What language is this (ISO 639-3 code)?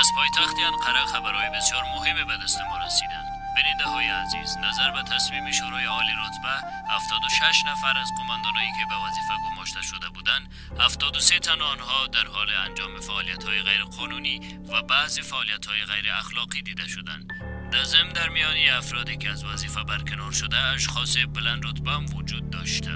fas